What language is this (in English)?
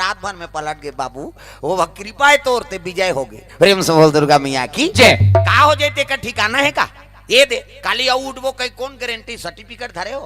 Chhattisgarhi